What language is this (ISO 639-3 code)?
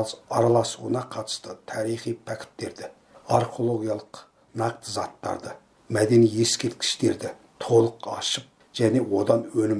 kaz